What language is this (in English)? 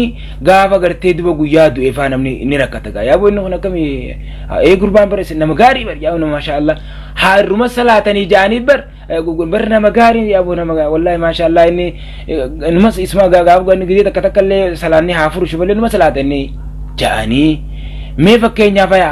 Oromo